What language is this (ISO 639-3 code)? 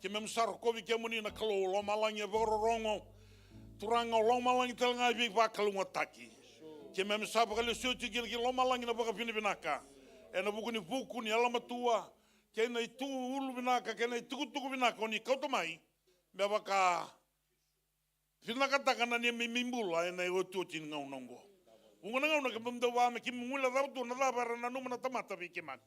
fij